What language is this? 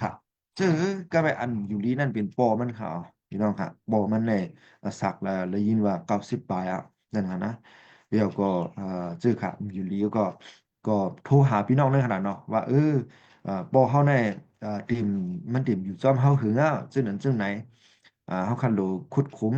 Shan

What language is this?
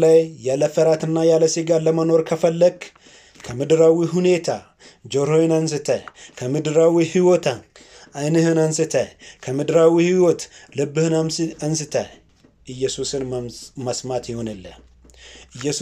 Amharic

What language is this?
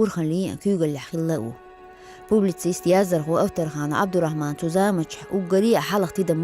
Chechen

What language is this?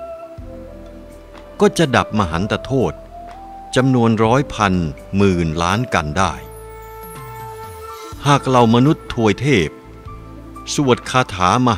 Thai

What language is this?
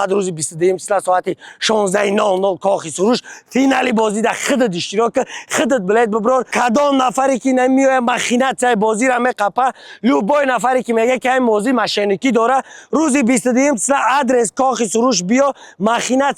Tajik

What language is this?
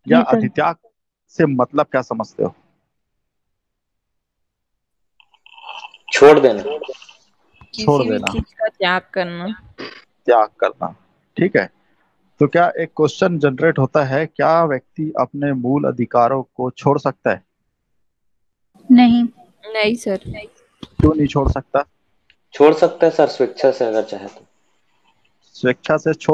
Hindi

